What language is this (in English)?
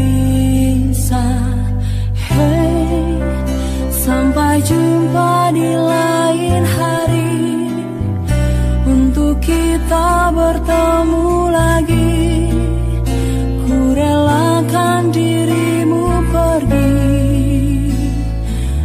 Indonesian